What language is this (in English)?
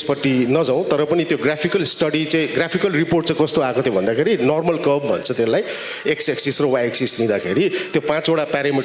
Nepali